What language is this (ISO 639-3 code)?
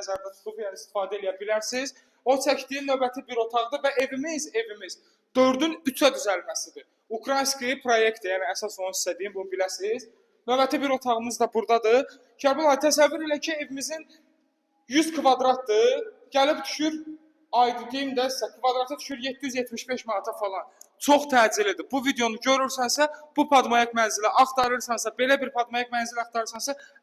aze